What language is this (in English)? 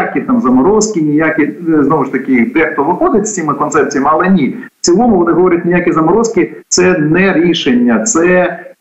Ukrainian